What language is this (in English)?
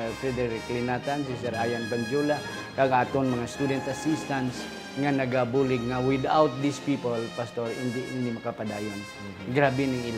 Hiligaynon